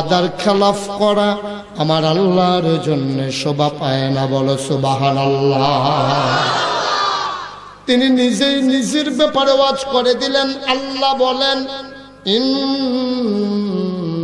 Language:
Bangla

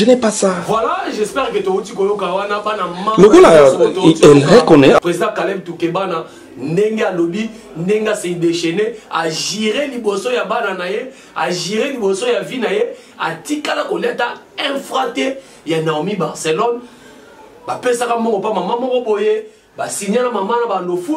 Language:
Lingala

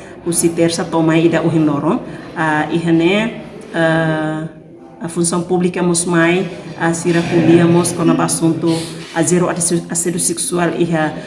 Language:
Tetum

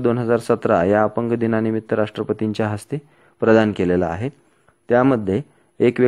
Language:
Marathi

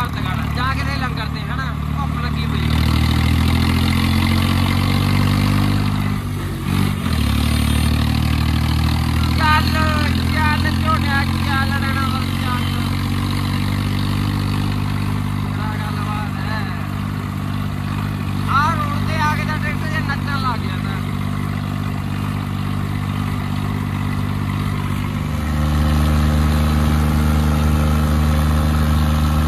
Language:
Punjabi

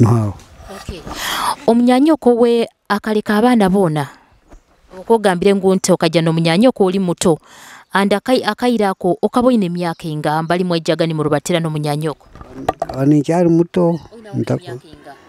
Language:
Nyoro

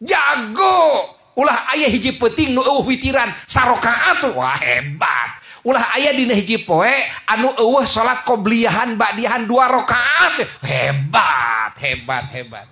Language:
Sundanese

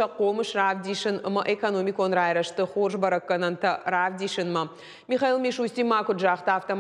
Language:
Ossetic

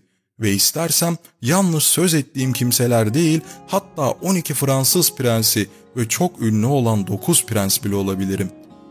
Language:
Turkish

